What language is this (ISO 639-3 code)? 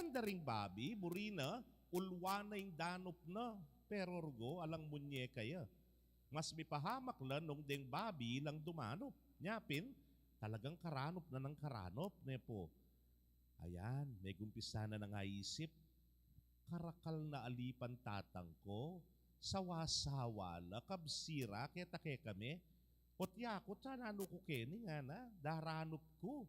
pam